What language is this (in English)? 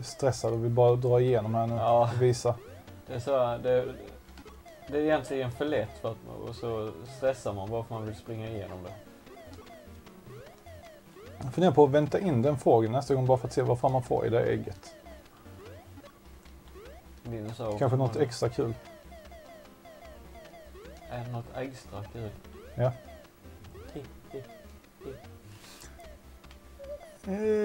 Swedish